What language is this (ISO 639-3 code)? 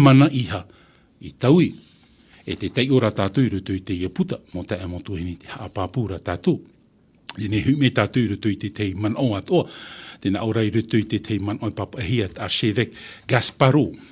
tah